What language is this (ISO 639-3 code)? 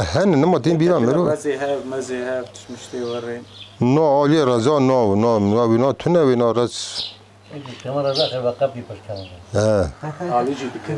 kur